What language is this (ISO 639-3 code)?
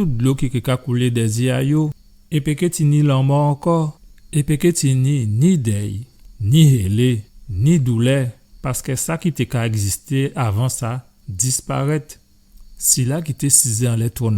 gcf